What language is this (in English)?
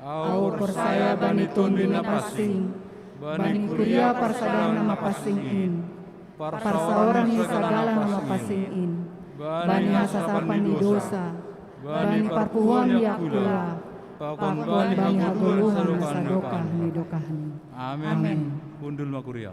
Batak Simalungun